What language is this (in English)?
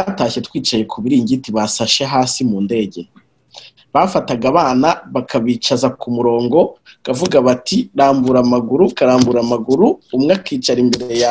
Kinyarwanda